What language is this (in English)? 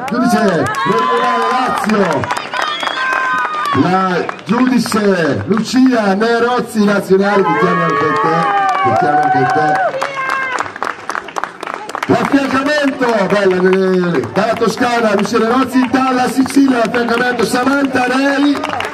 Italian